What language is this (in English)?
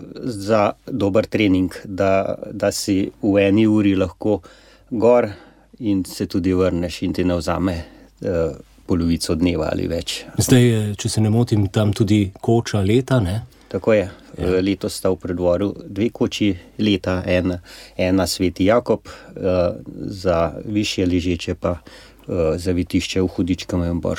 Slovenian